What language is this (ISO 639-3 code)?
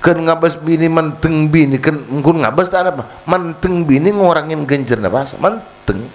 mad